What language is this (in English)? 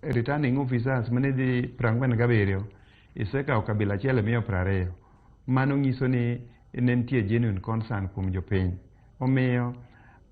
Luo (Kenya and Tanzania)